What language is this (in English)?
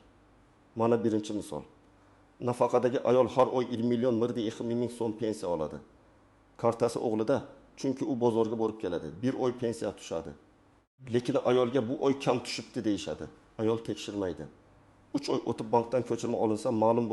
Uzbek